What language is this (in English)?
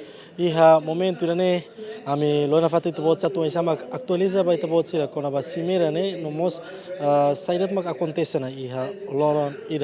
Tetum